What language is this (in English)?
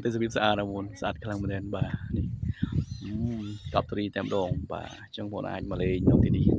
Khmer